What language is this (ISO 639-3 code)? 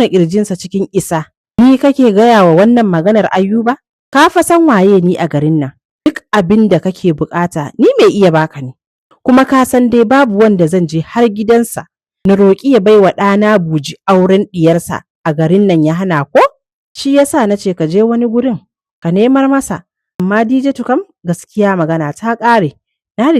hau